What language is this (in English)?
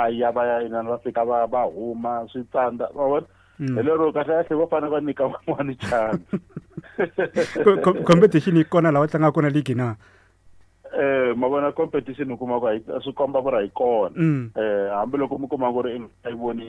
Tsonga